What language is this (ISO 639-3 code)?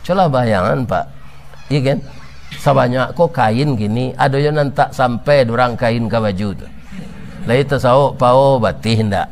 min